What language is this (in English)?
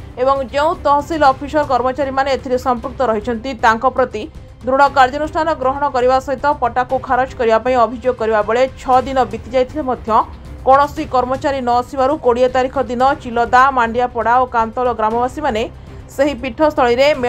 Odia